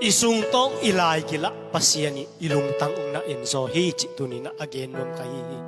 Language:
Tedim Chin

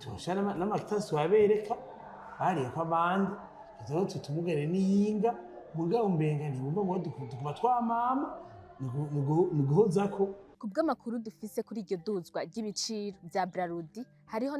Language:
Rundi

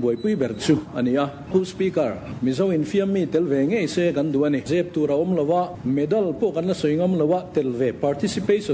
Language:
Mizo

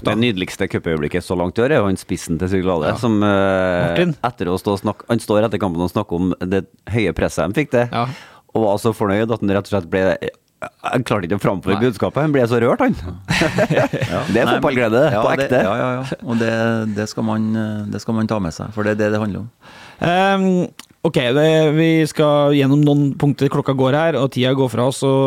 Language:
Norwegian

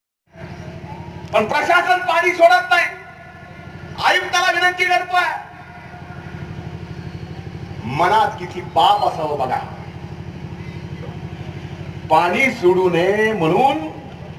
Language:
Marathi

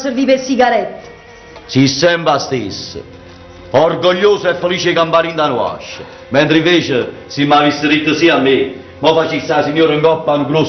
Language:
Neapolitan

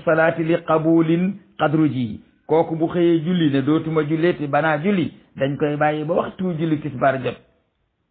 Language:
Wolof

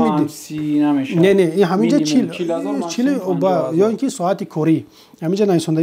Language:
Tajik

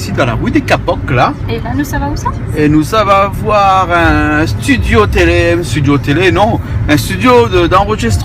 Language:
Réunion Creole French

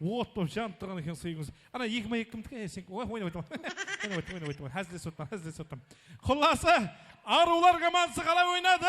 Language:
Kara-Kalpak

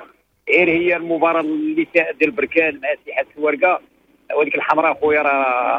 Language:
Moroccan Arabic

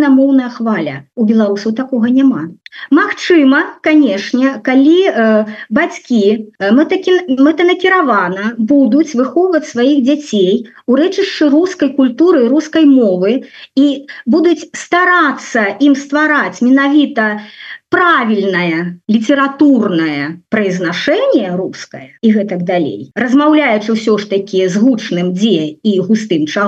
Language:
Belarusian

